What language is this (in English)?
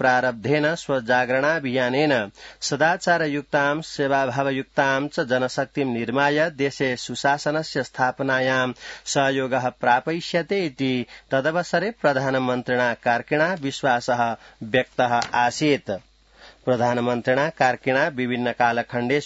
Sanskrit